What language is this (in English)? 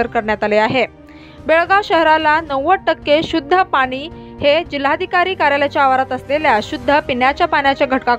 Marathi